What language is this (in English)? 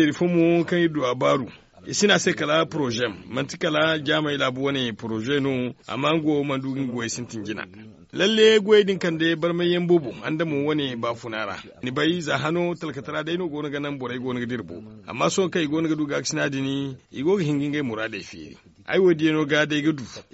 Zarma